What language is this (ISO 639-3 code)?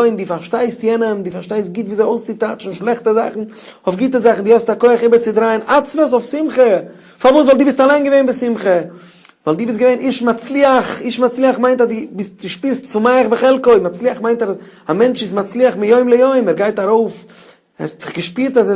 yid